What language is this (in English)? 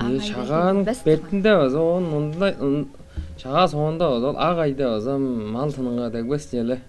Tuvinian